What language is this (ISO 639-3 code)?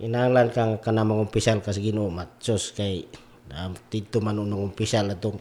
ceb